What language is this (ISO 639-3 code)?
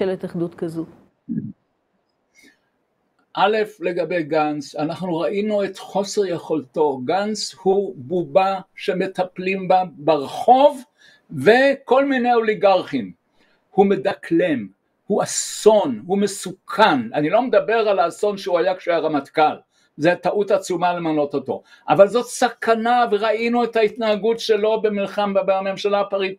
heb